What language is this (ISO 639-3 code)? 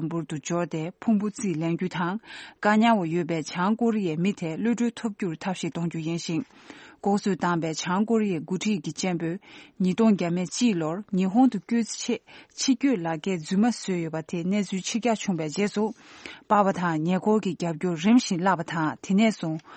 bod